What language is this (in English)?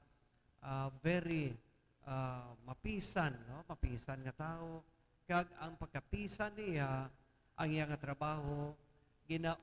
Hiligaynon